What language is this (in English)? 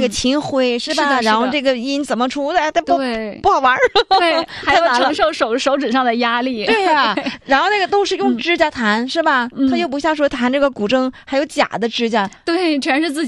Chinese